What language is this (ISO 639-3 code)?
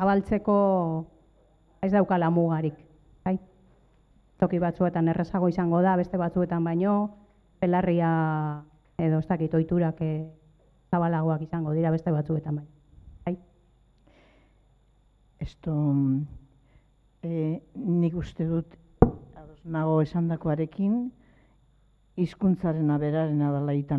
eus